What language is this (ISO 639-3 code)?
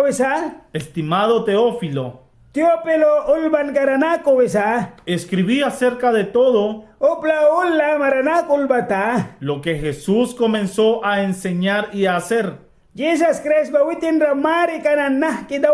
miq